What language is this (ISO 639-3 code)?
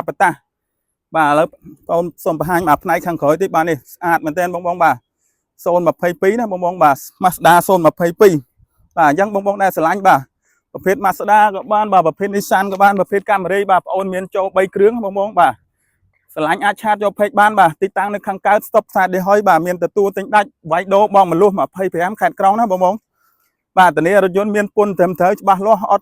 khm